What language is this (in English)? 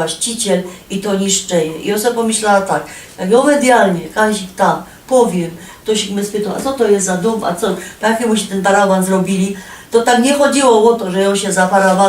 Silesian